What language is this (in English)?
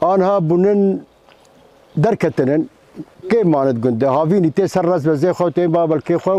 Kurdish